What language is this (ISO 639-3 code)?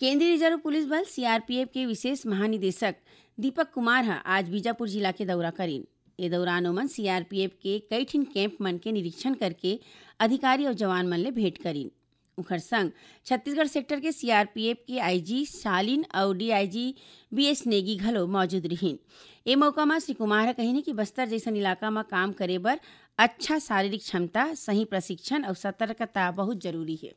hne